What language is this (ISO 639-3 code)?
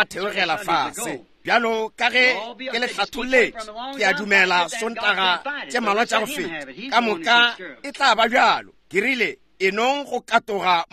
nso